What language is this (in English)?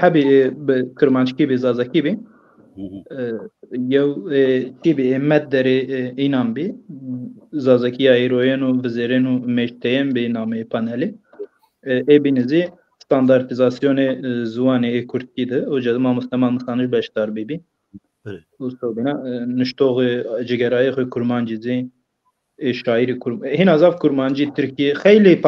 Zaza